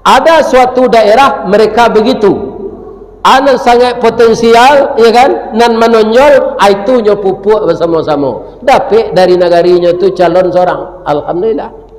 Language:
Minangkabau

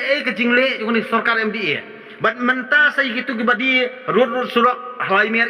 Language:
Khasi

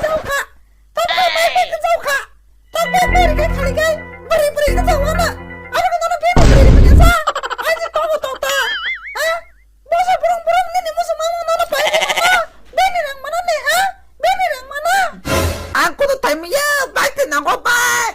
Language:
Kok Borok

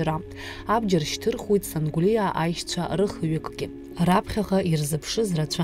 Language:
Abkhazian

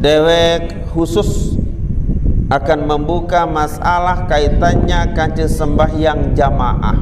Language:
Sasak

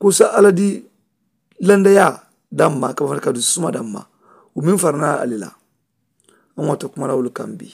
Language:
Mandingo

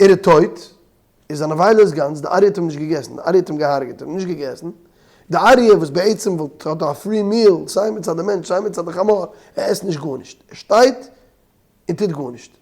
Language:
Yiddish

